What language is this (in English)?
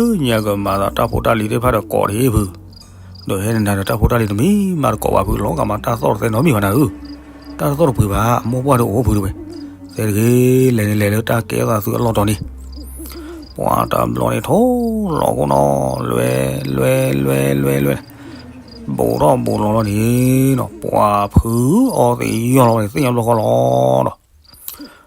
S'gaw Karen